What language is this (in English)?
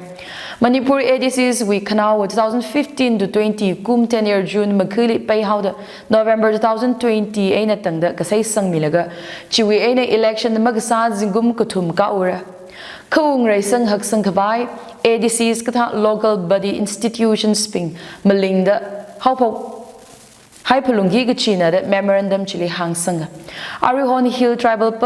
Tangkhul Naga (India)